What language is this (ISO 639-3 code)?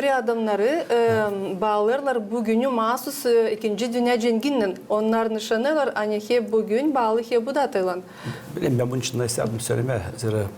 gag